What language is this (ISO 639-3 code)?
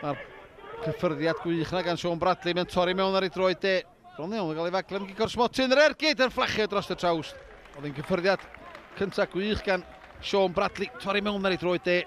cym